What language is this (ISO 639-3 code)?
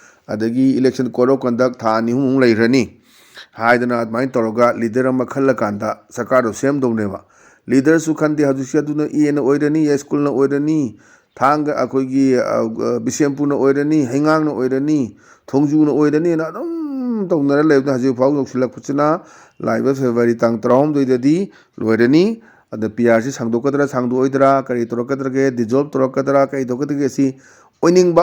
mni